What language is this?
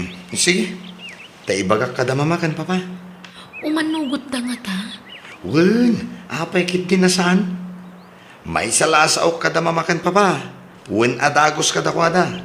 Iloko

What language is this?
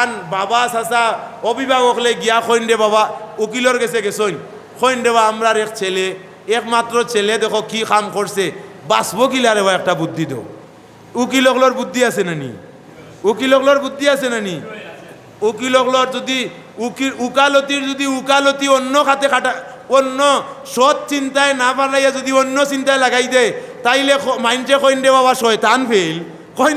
Sylheti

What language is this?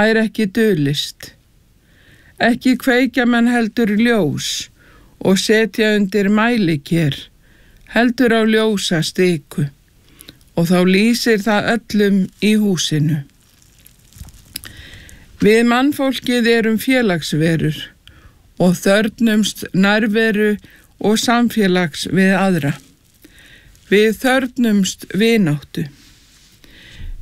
Icelandic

